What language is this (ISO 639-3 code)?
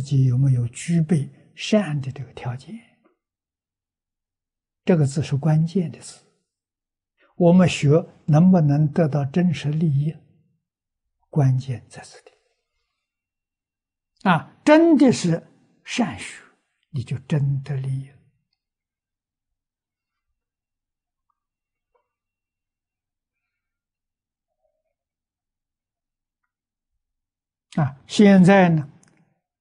zho